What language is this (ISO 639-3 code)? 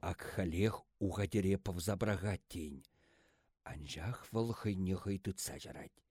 chv